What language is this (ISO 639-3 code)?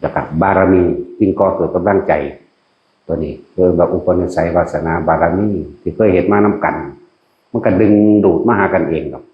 tts